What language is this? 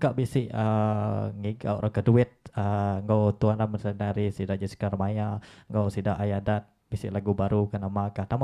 Iban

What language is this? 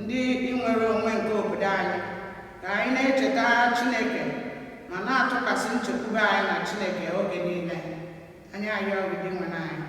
Igbo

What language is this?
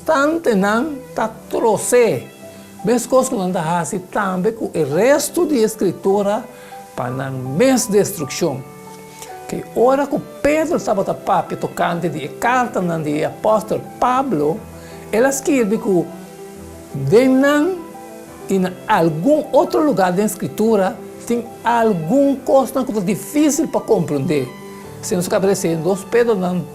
Papiamento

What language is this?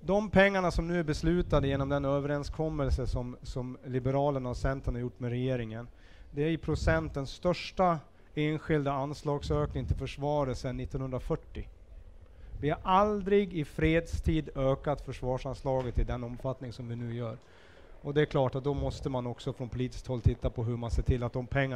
Swedish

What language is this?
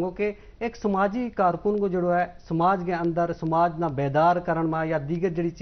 Gujari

